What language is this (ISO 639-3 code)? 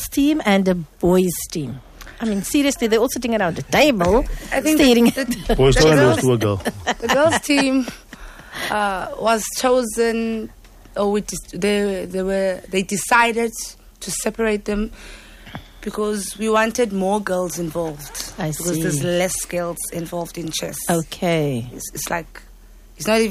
eng